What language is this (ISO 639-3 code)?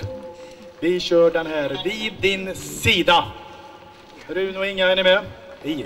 swe